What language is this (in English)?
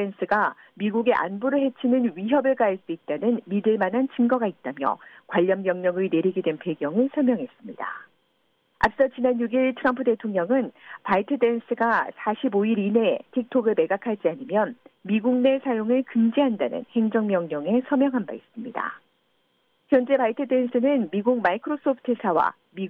Korean